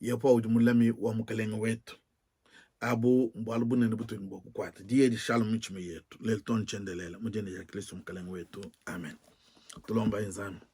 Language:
Luba-Lulua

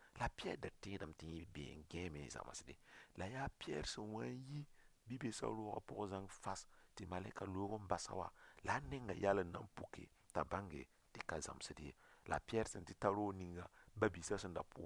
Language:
Mossi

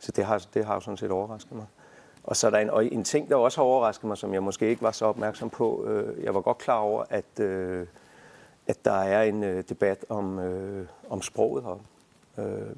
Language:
Kalaallisut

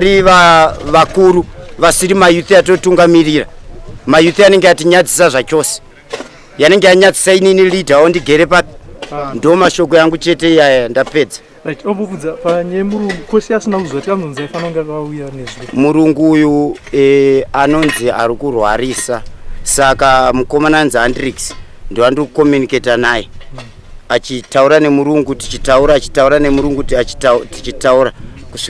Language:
Shona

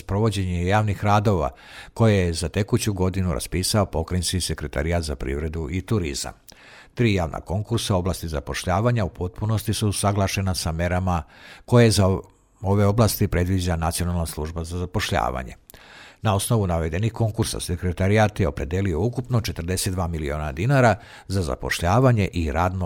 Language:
Serbian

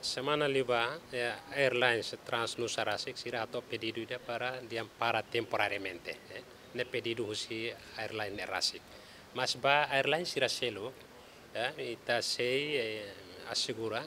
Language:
Tetum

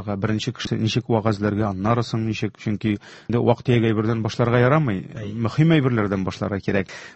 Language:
Tatar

